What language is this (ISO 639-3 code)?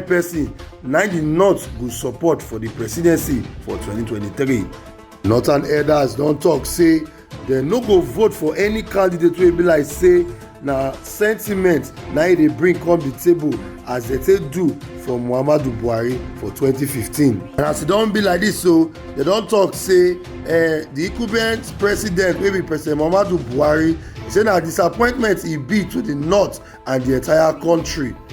pcm